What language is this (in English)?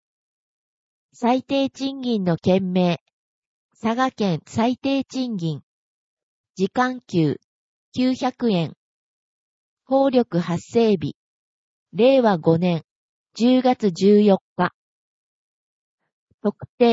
Japanese